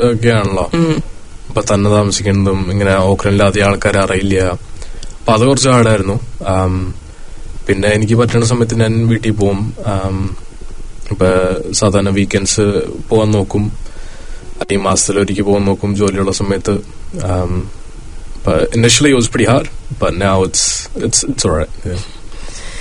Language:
Malayalam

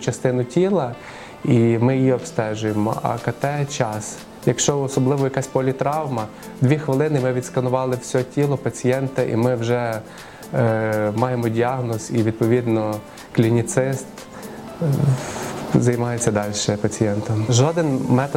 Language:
Ukrainian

